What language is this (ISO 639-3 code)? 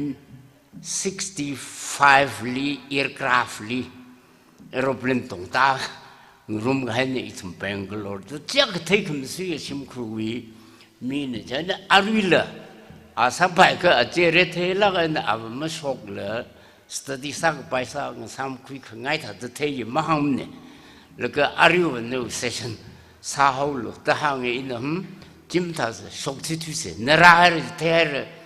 nmf